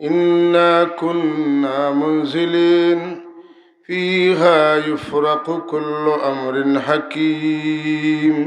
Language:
Sylheti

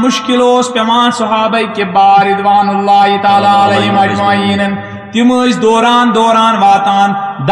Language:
Kashmiri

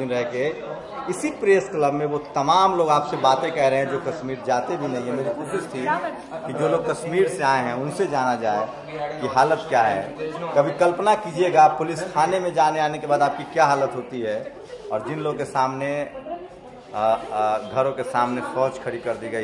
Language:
Hindi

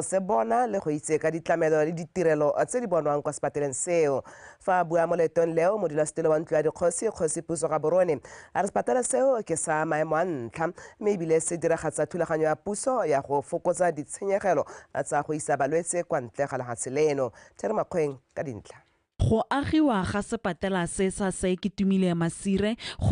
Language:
Tswana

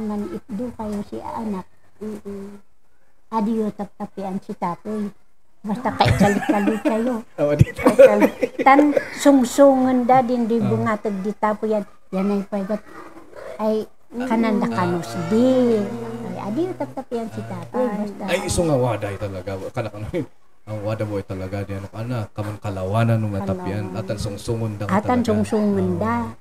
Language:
Kankanaey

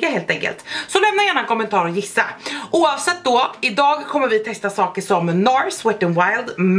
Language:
Swedish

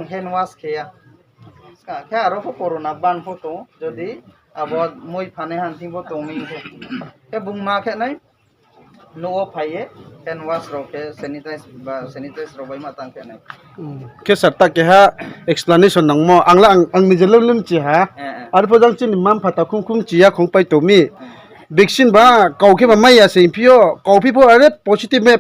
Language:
Riang (India)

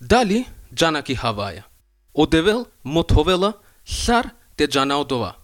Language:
Macedonian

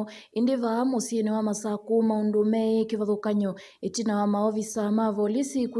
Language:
Kamba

